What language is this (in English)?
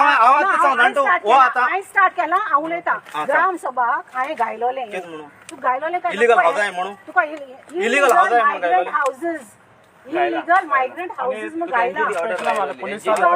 Konkani